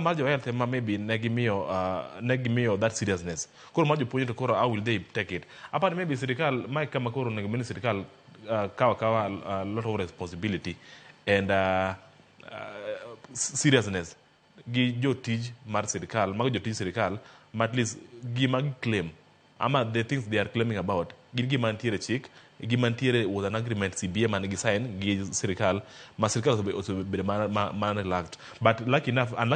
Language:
Luo (Kenya and Tanzania)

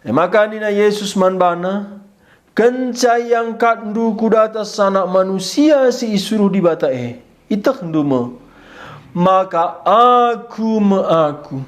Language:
Batak Karo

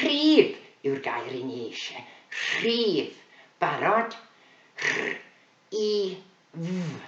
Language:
Welsh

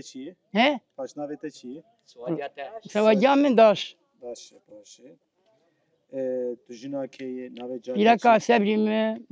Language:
Kurdish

